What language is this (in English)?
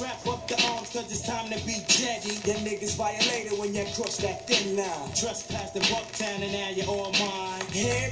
English